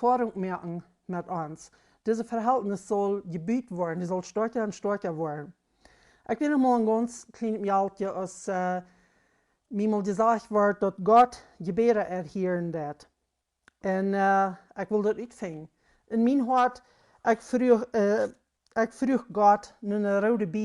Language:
Plautdietsch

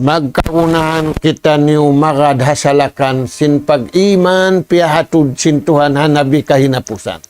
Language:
Tausug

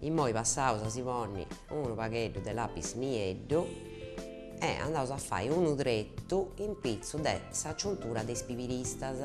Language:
Sardinian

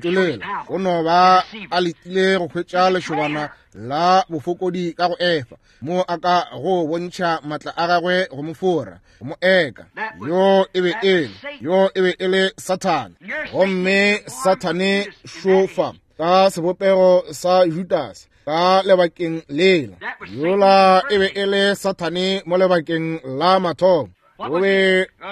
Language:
Northern Sotho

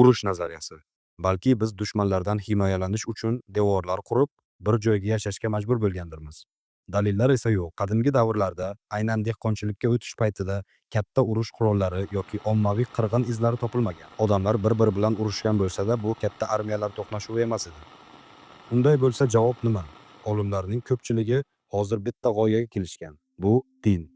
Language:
Uzbek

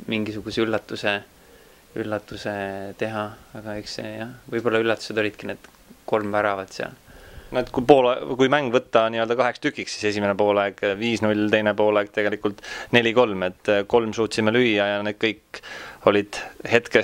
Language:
Estonian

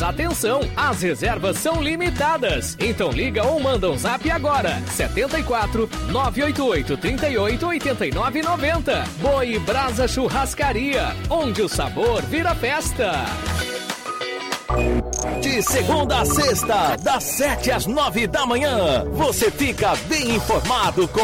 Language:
Portuguese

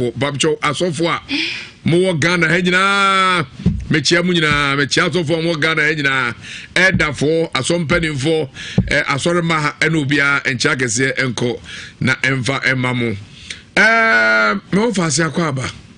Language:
Akan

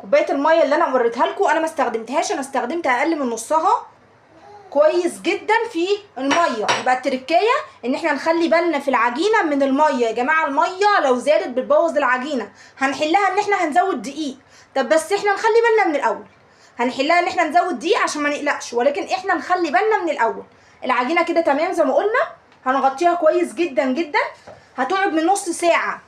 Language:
Egyptian Arabic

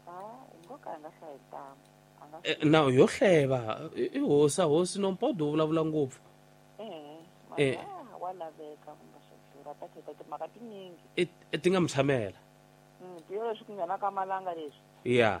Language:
Tsonga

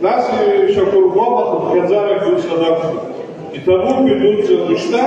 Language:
Abkhazian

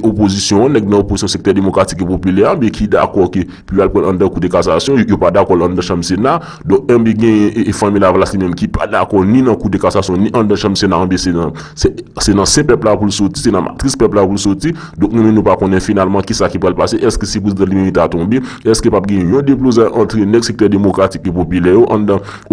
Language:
Haitian Creole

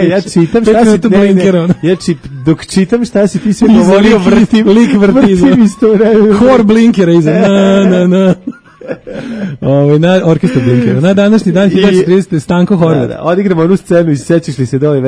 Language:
Serbian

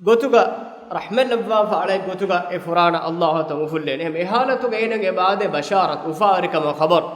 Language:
Divehi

